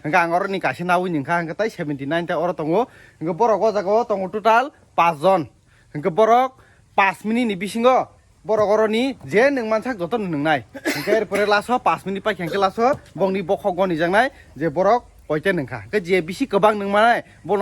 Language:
Kok Borok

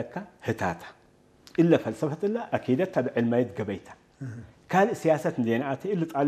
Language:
Tigrinya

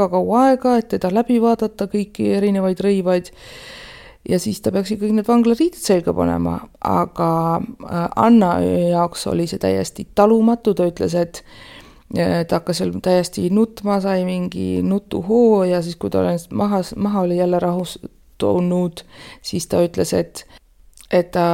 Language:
Estonian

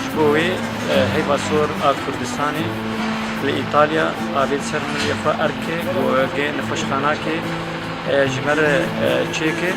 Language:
Kurdish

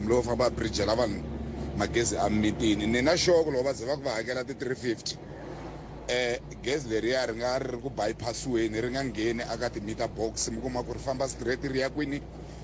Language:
Tsonga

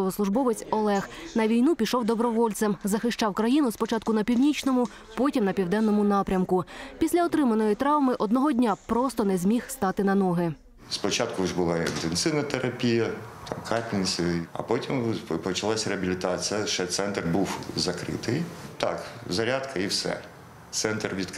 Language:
Ukrainian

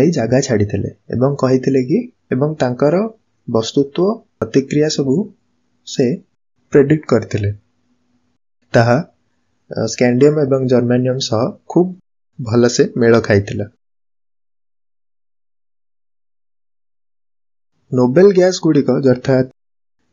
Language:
Odia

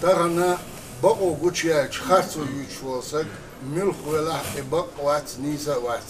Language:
Ingush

